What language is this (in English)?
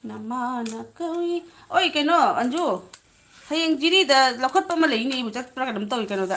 Manipuri